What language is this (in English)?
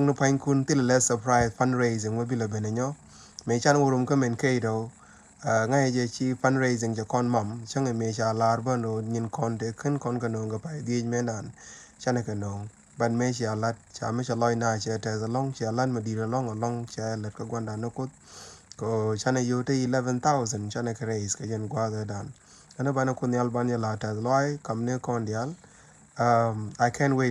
Nuer